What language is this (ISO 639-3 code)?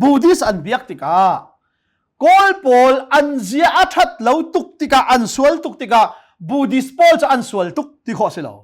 cnh